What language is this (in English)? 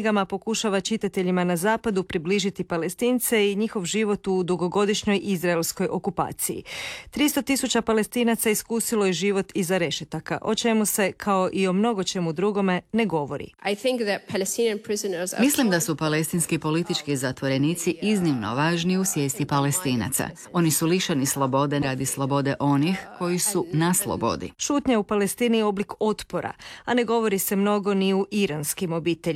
Croatian